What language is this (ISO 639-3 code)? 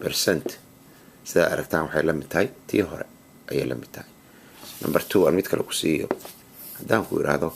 som